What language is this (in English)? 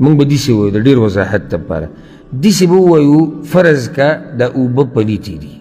Pashto